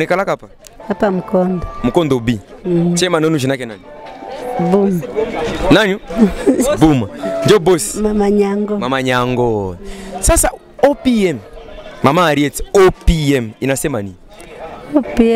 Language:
Swahili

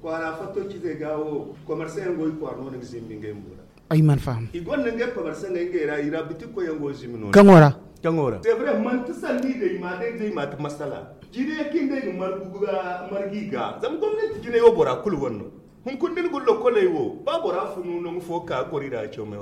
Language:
Zarma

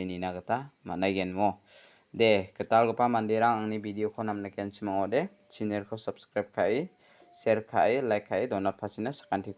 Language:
Garo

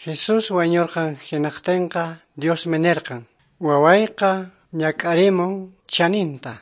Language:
Quechua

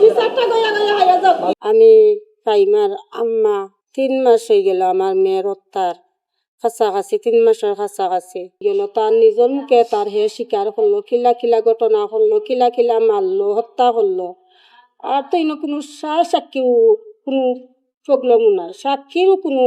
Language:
Sylheti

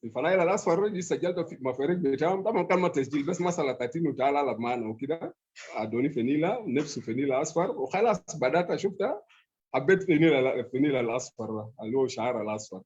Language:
Sudanese Arabic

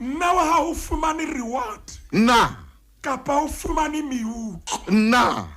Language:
Southern Sotho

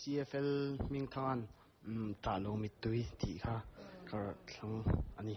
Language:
Mizo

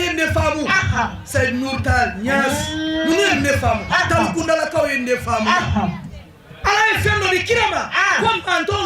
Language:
Bambara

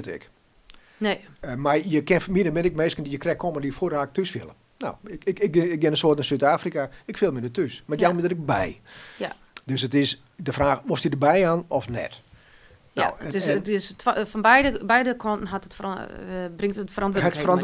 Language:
Western Frisian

